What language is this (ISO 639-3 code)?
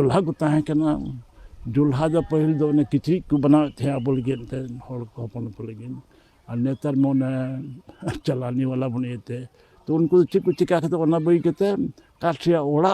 sat